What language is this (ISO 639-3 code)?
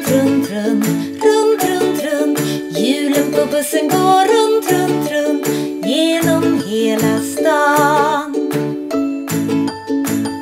swe